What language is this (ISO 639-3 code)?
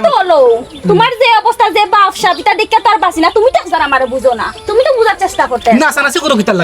syl